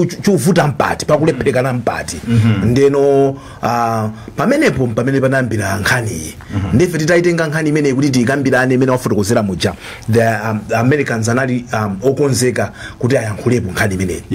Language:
Nyanja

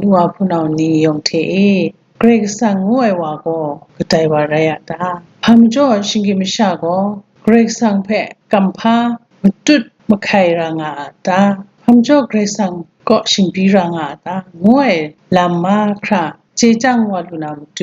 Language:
Kachin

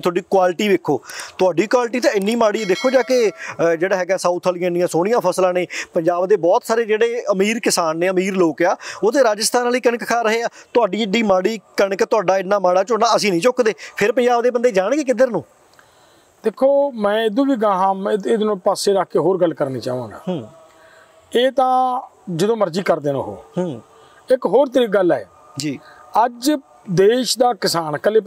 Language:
Punjabi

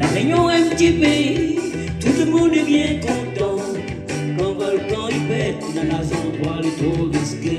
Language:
Réunion Creole French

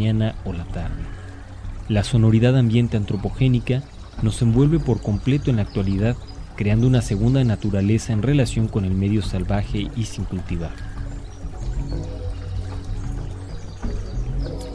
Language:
Spanish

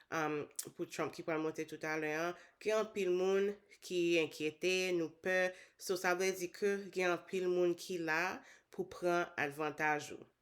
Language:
Haitian Creole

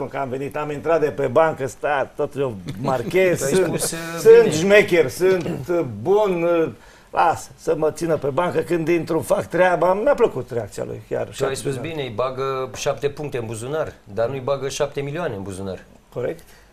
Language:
Romanian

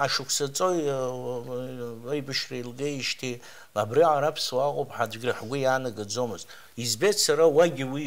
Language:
Abkhazian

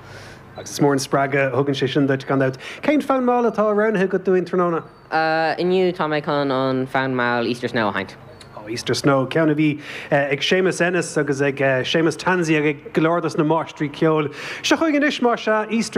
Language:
Irish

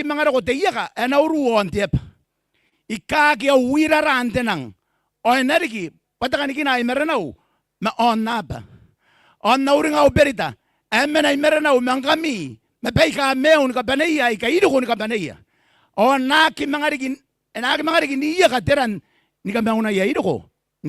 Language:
Gilbertese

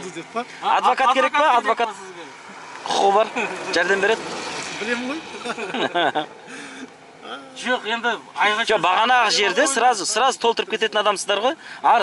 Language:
Kazakh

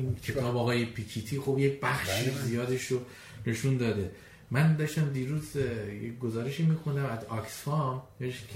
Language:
Persian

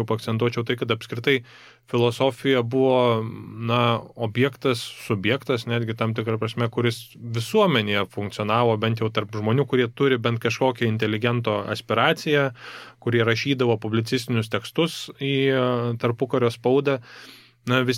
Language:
Lithuanian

